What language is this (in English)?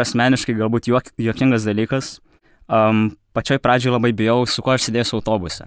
Lithuanian